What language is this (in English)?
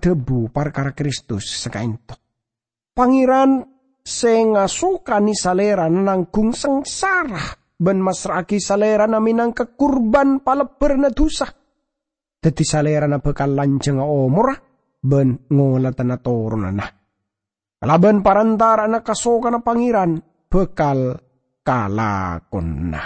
Madurese